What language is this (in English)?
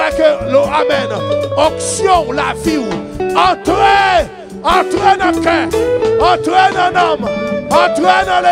Haitian Creole